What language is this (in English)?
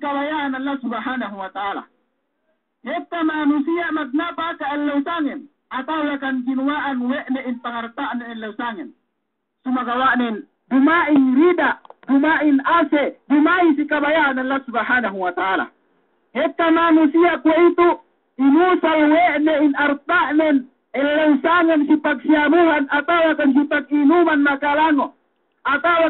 Yakan